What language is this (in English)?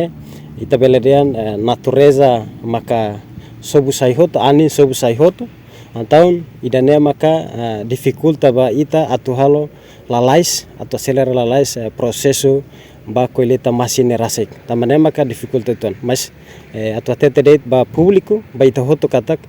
Tetum